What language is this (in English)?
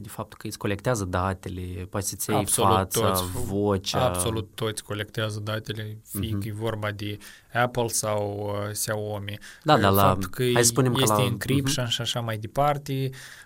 Romanian